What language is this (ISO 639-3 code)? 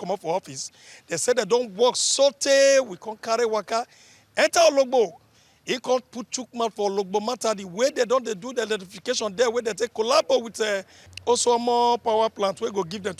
pcm